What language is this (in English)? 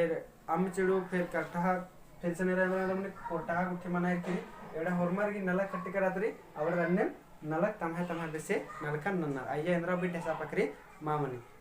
Kurukh